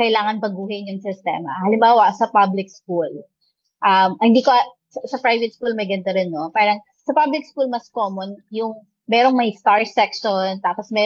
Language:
Filipino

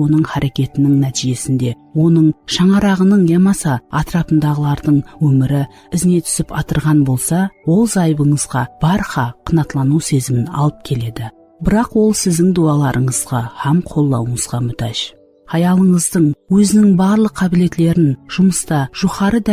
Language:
Kara-Kalpak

